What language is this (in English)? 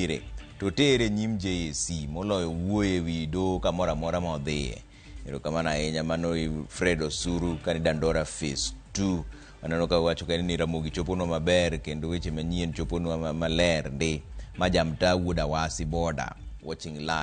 Luo (Kenya and Tanzania)